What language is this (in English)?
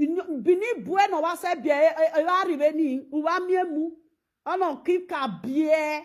Nigerian Pidgin